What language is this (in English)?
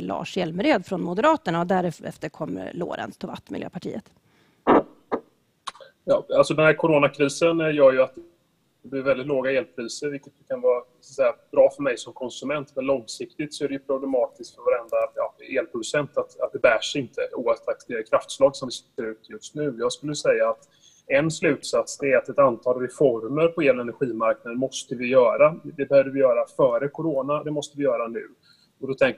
Swedish